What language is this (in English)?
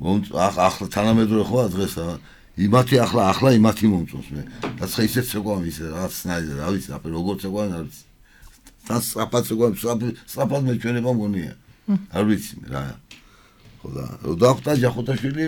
Georgian